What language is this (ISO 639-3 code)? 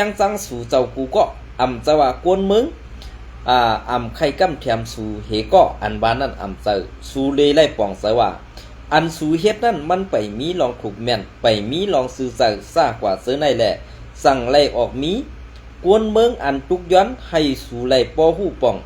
shn